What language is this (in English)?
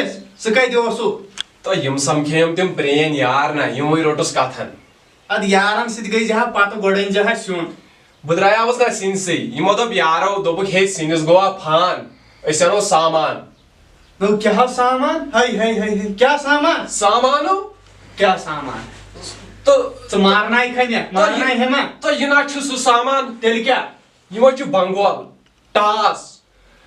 Kashmiri